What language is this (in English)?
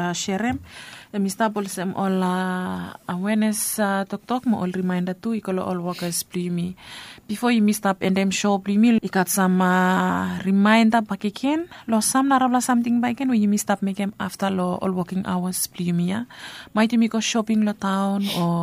Bislama